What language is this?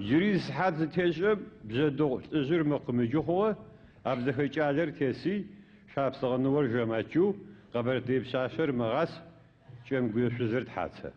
Adyghe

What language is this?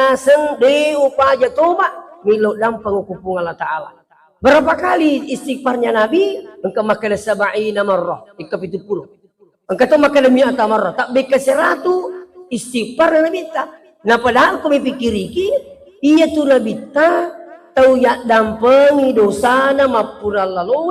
Buginese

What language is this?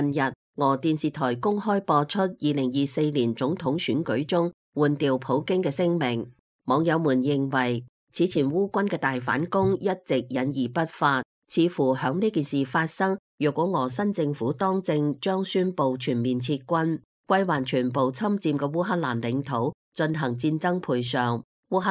Cantonese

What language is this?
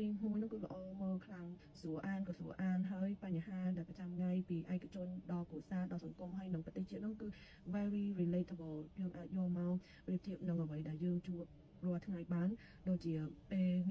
Khmer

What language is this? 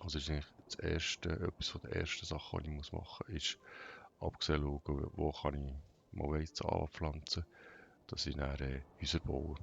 Swiss German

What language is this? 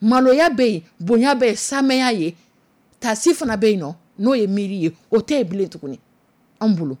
Dyula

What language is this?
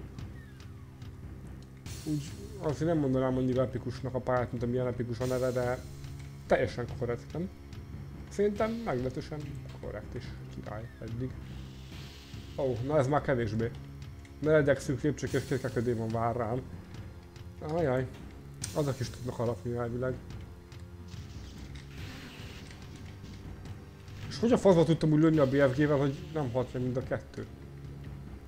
Hungarian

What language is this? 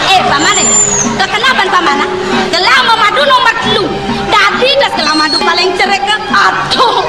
Balinese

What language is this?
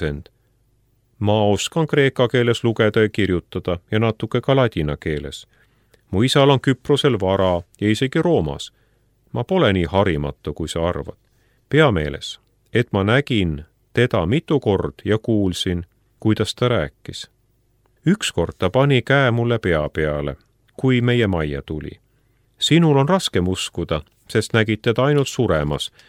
Estonian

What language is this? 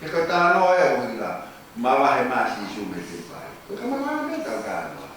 Tongan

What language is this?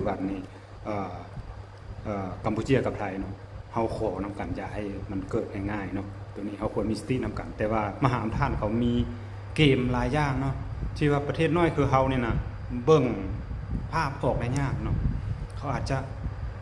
Lao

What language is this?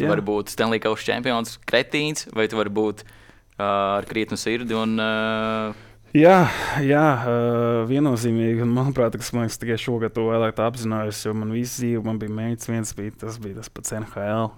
Latvian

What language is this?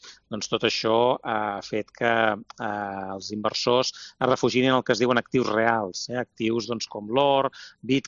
Catalan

